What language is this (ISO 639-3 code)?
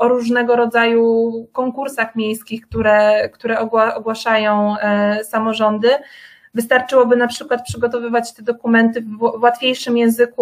pol